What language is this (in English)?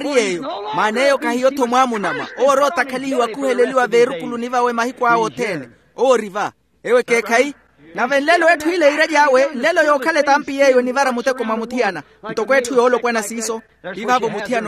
Makhuwa